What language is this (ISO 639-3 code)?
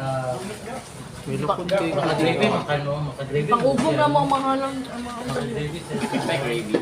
ceb